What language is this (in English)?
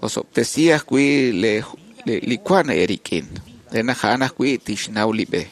Kekchí